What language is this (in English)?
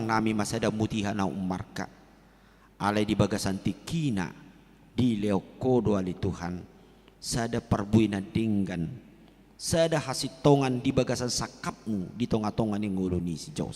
Batak Toba